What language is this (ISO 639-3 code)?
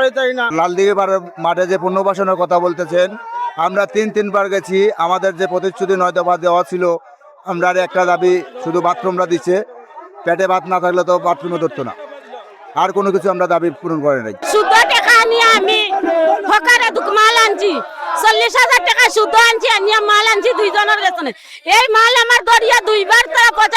syl